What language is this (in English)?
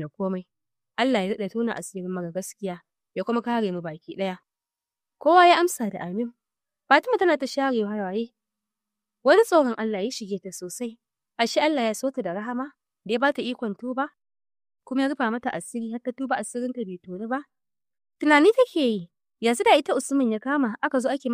Hausa